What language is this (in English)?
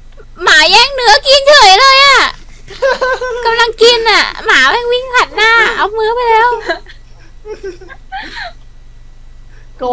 Thai